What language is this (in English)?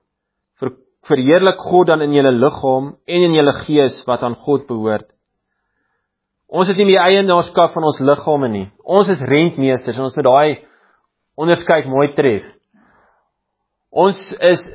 Afrikaans